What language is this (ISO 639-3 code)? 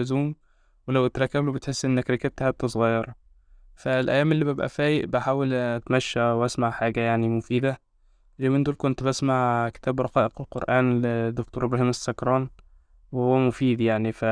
arz